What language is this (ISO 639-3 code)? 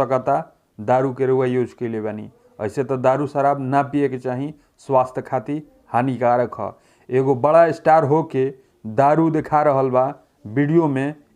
bho